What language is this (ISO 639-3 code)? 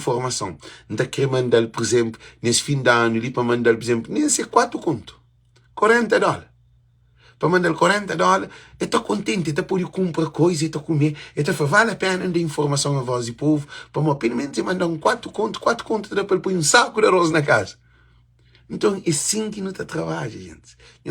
kea